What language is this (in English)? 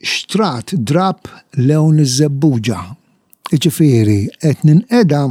Maltese